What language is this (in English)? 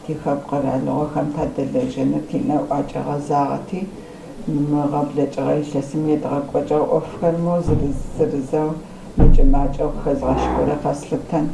Kabardian